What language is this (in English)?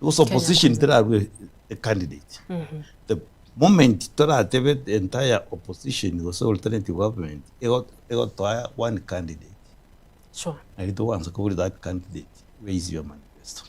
Gusii